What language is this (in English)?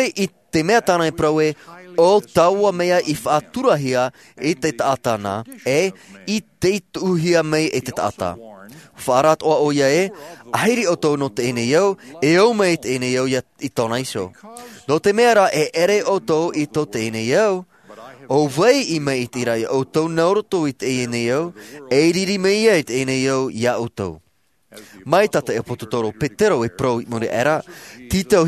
Tahitian